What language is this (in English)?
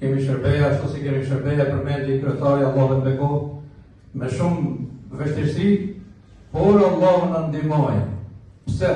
Albanian